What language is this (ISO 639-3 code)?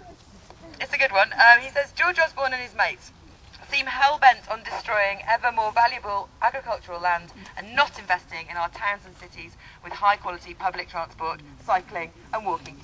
eng